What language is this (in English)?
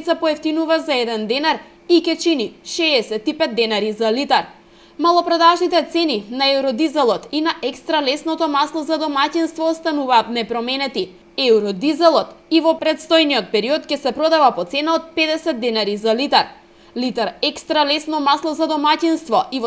Macedonian